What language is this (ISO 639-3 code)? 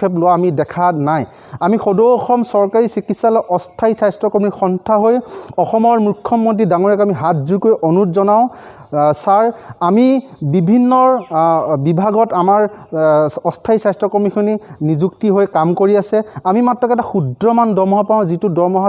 asm